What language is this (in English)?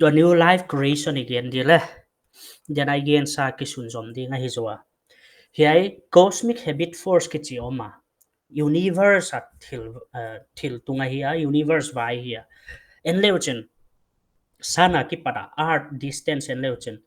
Paite Chin